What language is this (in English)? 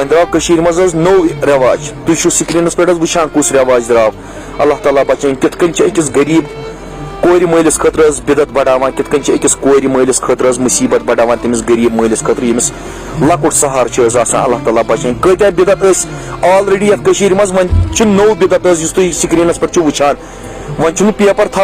Kashmiri